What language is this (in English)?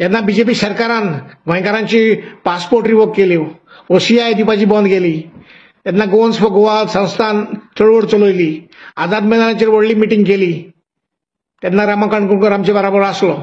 Konkani